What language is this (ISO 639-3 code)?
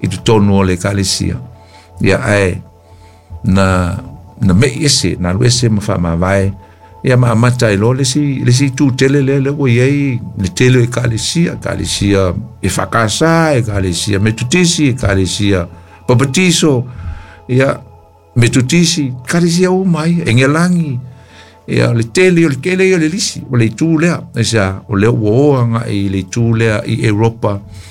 smo